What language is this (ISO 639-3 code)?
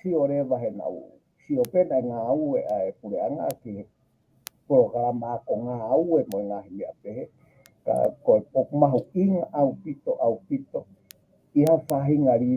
ton